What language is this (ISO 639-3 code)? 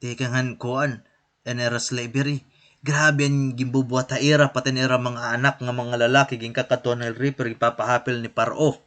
war